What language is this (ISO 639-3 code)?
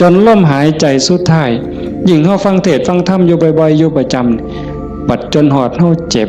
tts